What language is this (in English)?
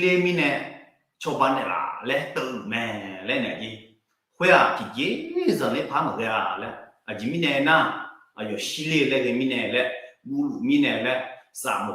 Akha